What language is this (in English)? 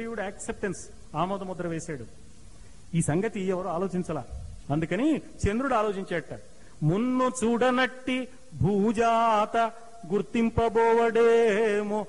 Telugu